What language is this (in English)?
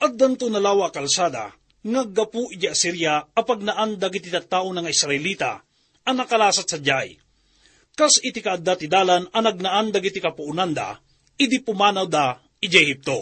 Iloko